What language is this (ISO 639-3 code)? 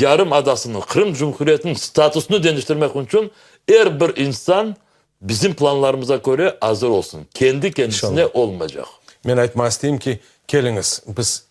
crh